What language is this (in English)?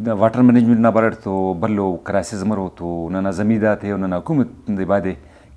Brahui